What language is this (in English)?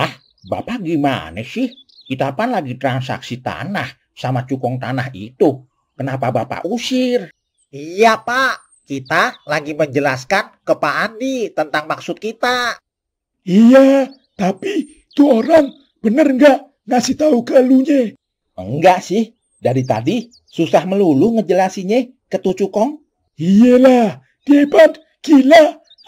Betawi